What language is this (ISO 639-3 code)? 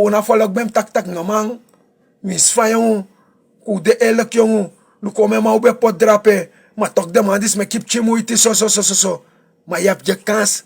srn